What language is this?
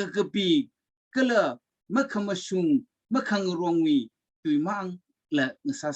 Tangkhul Naga (India)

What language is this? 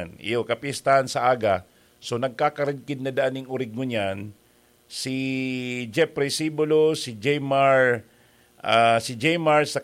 Bikol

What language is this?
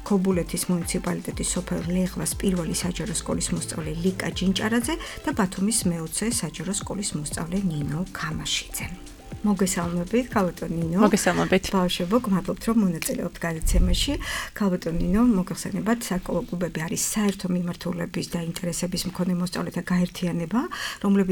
Georgian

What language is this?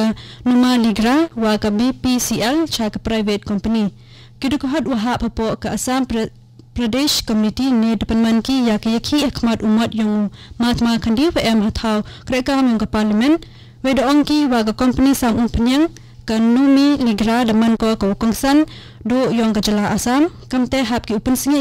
Khasi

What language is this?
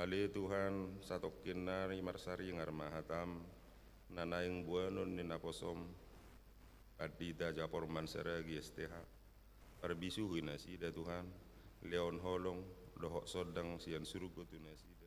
Batak Toba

